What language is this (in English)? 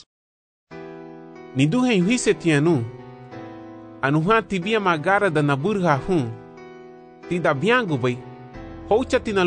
Garifuna